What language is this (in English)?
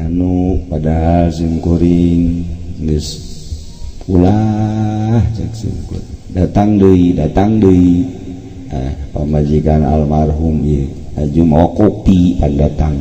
Sundanese